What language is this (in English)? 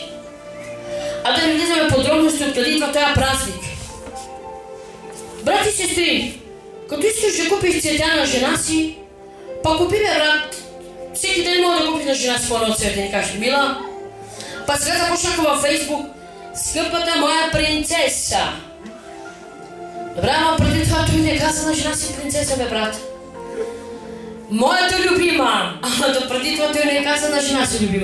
Bulgarian